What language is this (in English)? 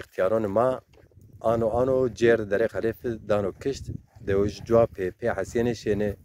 Zaza